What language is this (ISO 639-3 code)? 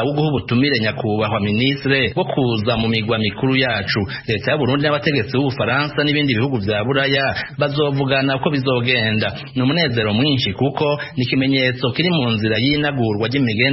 run